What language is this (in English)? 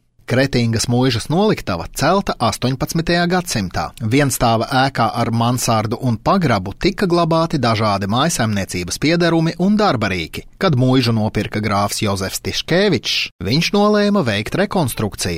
Latvian